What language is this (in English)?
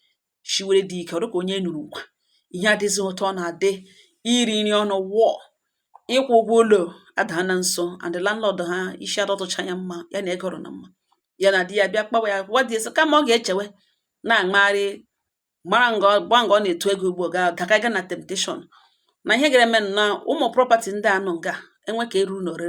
Igbo